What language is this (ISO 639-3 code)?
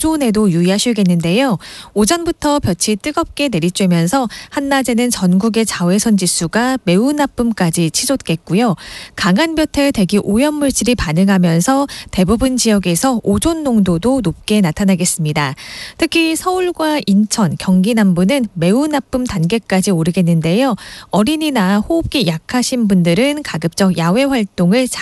kor